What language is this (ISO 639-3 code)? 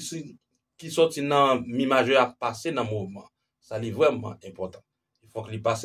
hat